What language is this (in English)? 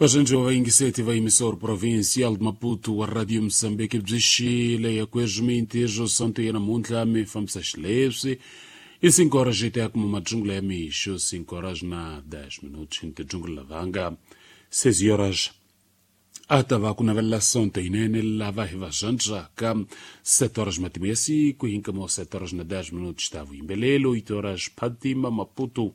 Tsonga